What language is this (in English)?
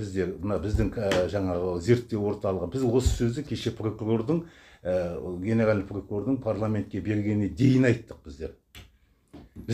Kazakh